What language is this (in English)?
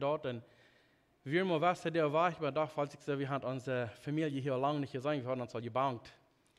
Plautdietsch